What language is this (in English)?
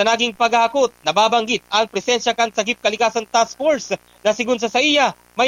Bikol